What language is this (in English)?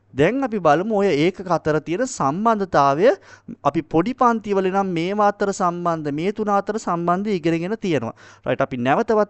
Sinhala